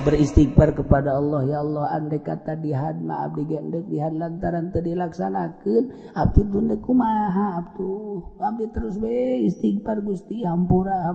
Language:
Sundanese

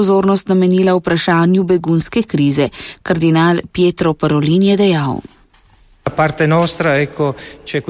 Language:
Slovenian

